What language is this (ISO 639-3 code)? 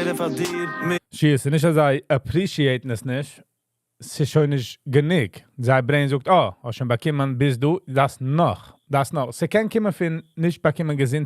yid